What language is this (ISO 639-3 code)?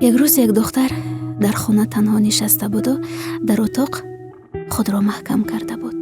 tgk